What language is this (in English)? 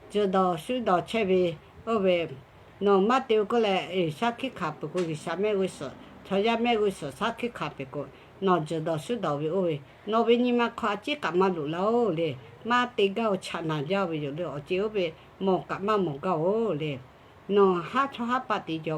Lahu